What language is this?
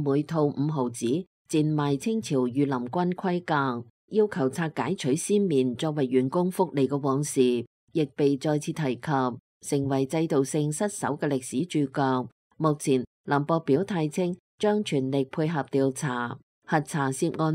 Cantonese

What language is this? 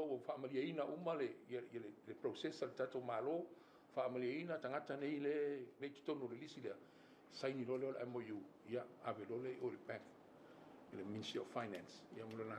Samoan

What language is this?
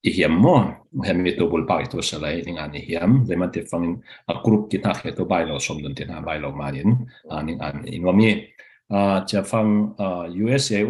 Falam Chin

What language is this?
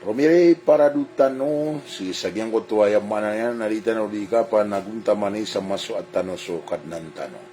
Maranao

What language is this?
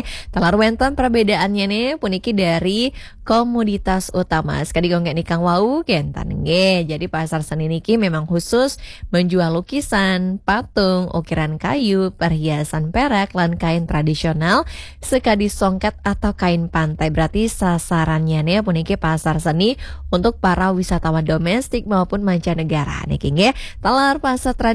Balinese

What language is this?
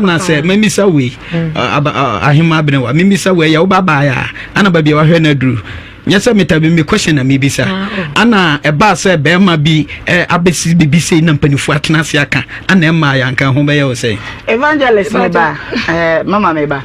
Akan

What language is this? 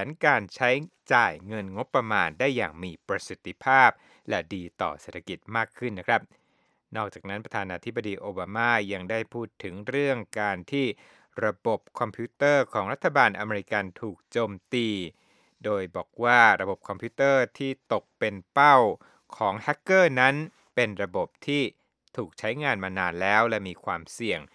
Thai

